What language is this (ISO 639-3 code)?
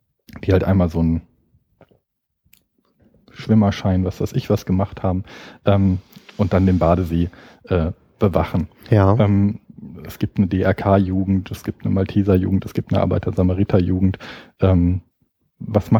deu